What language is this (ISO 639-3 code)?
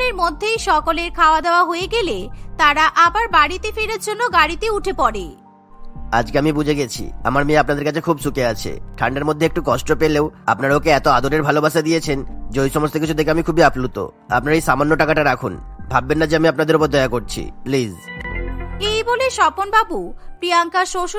ben